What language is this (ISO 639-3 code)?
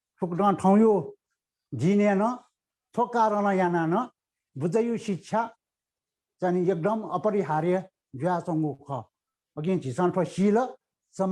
new